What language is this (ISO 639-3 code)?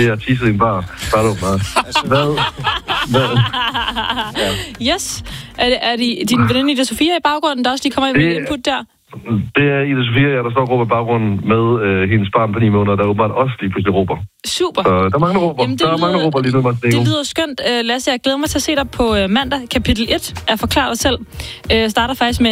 dan